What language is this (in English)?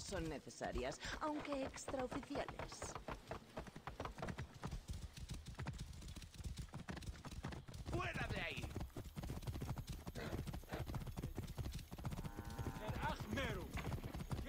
Spanish